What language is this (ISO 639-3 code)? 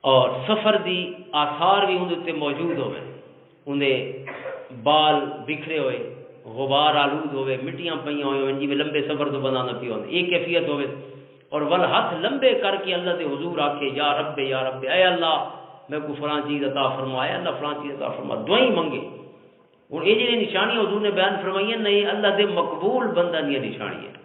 lah